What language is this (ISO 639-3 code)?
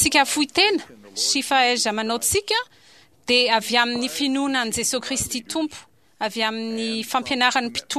mlg